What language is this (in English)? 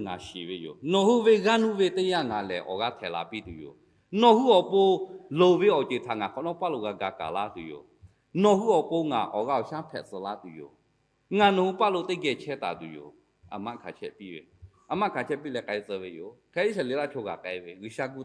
Lahu